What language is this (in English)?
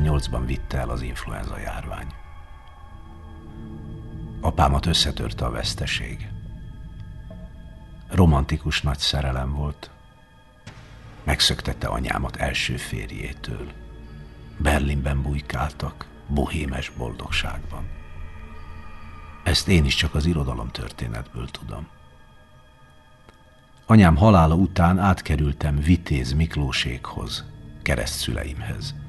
Hungarian